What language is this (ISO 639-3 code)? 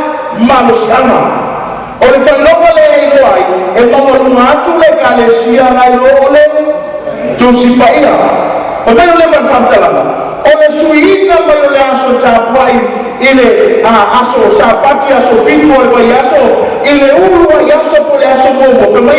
smo